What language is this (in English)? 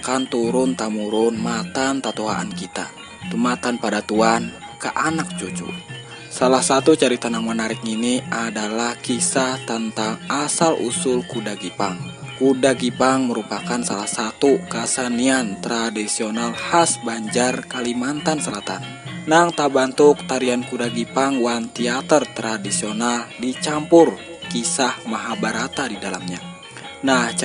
Banjar